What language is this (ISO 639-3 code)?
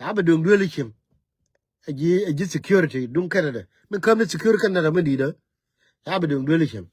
nus